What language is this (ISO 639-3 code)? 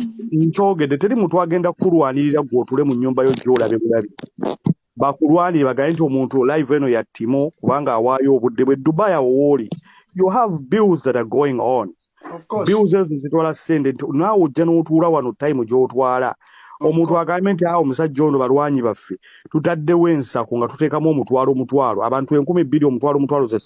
lug